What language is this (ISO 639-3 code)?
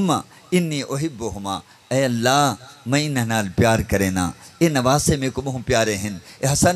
skr